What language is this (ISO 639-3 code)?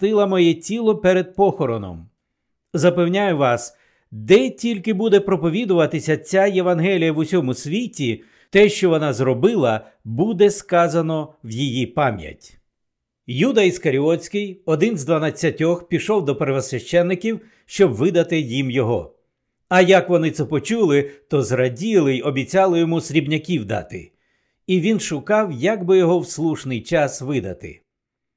ukr